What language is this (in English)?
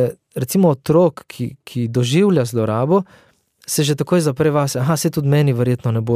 Slovenian